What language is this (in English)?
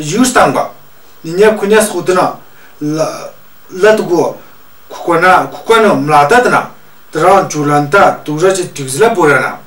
Tu